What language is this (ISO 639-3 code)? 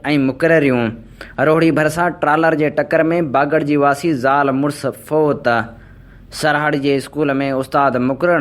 snd